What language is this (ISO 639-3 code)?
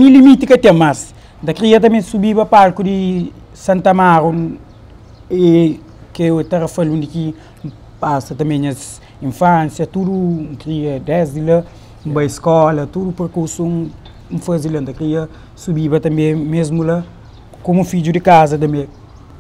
kea